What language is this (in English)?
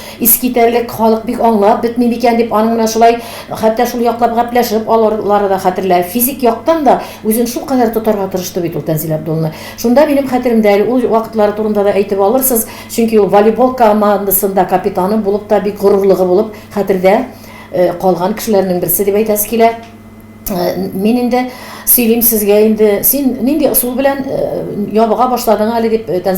Tatar